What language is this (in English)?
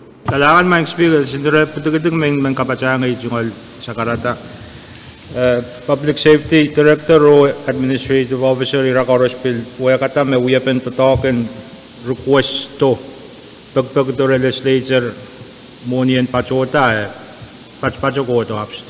Pohnpeian